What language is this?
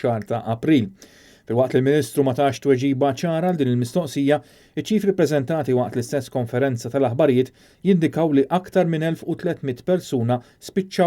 Maltese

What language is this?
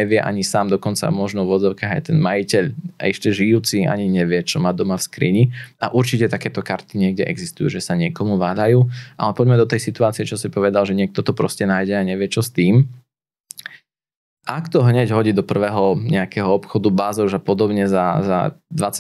Slovak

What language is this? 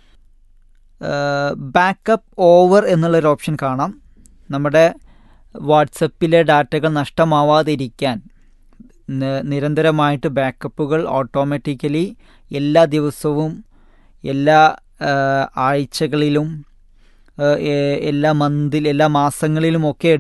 Malayalam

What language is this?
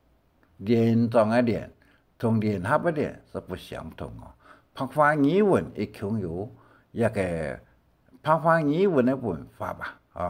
Hakka Chinese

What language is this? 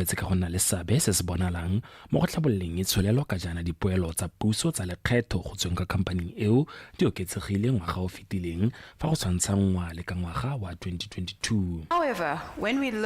Tswana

